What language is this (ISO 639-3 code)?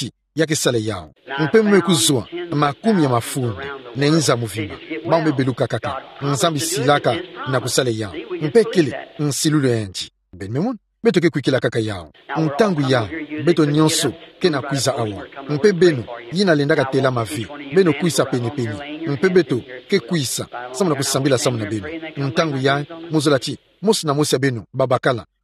ktu